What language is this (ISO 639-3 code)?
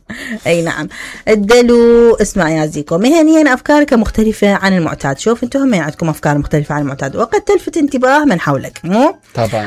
acm